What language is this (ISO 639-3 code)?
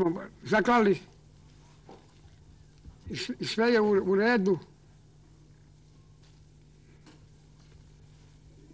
srp